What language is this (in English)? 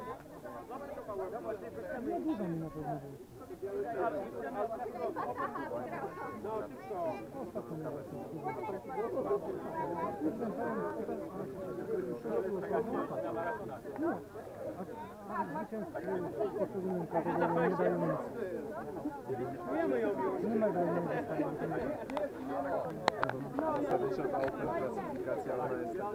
Polish